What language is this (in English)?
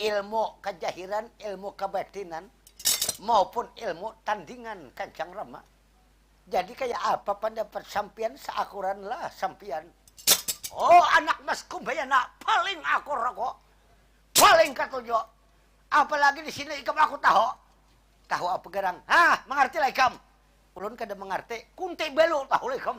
Banjar